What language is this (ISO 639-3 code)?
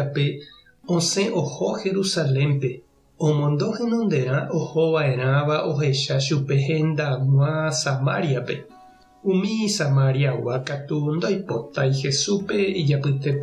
grn